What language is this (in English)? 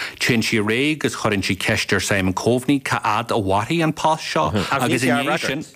Irish